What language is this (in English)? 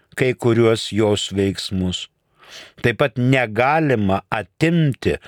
Lithuanian